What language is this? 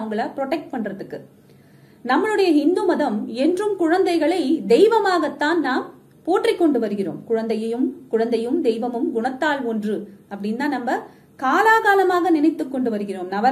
Tamil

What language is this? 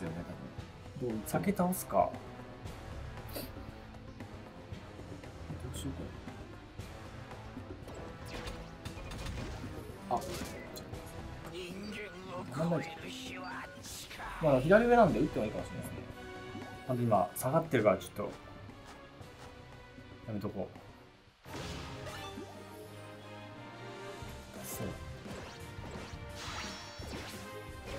Japanese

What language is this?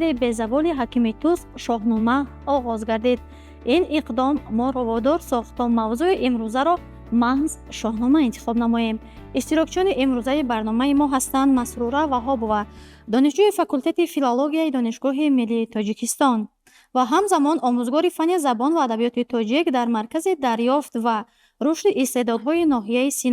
Tajik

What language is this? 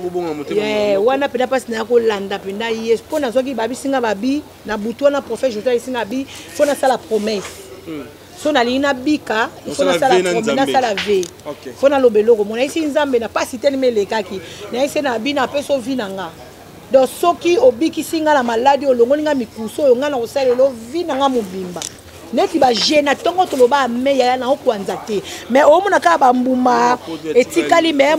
Lingala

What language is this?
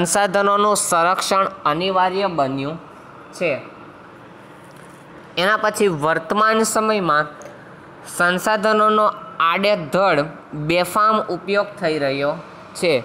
Gujarati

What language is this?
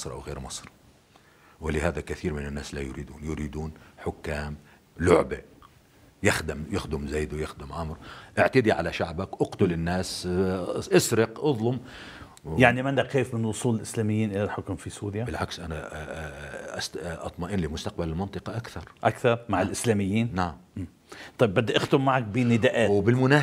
North Levantine Arabic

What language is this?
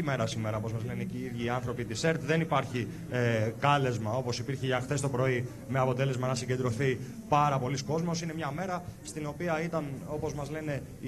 Greek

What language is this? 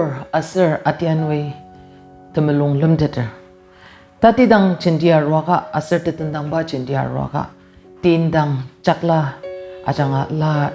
Ao Naga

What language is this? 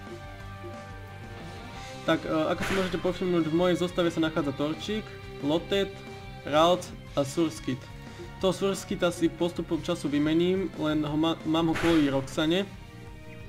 Slovak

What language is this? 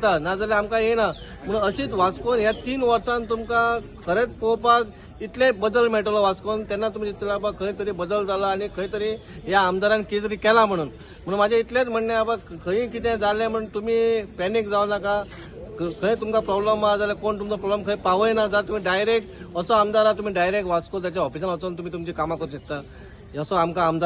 Konkani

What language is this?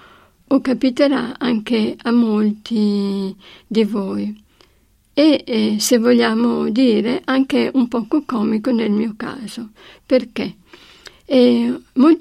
Italian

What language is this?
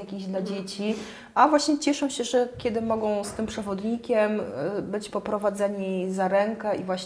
Polish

